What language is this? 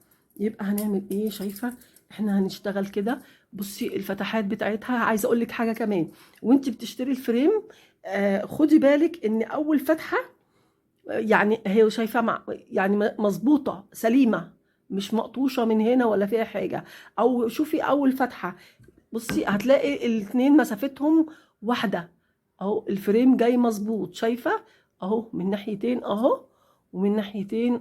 Egyptian Arabic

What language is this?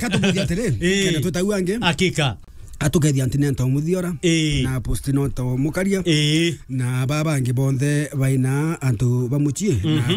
Meru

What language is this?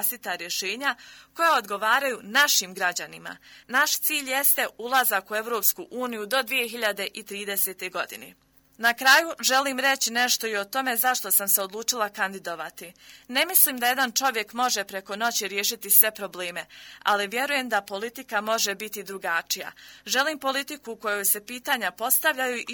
Bosnian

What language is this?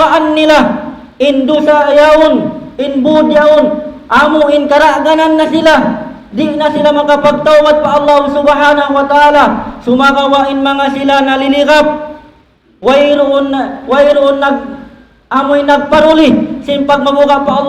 Tausug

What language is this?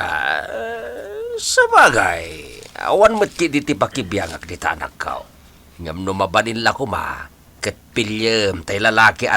Iloko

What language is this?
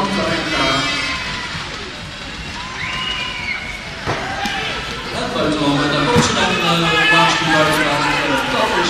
Dutch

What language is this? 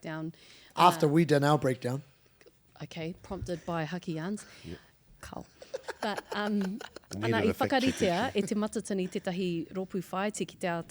Māori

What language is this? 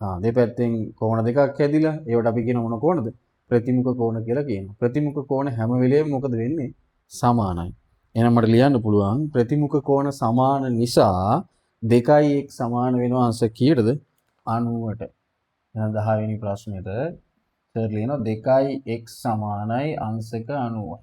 Sinhala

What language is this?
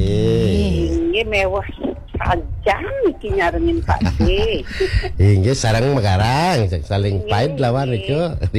Balinese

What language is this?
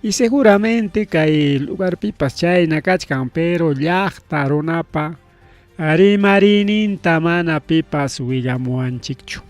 Ayacucho Quechua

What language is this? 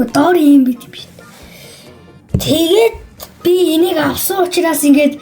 Mongolian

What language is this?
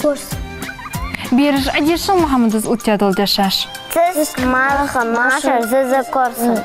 Ingush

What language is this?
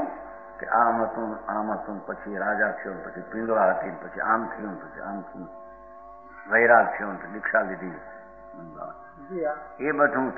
Gujarati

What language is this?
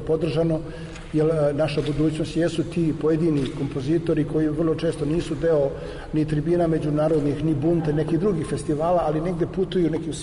Serbian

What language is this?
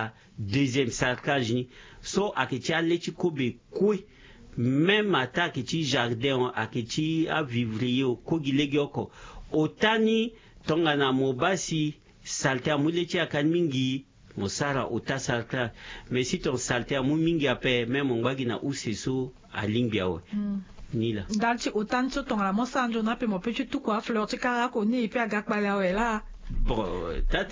Sango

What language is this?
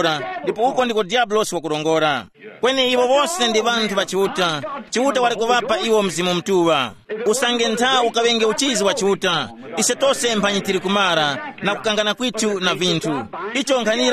Tumbuka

